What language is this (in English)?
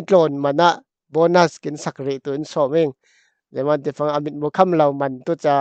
Falam Chin